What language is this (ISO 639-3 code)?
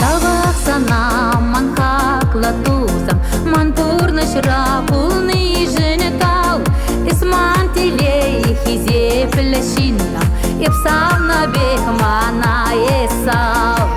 chv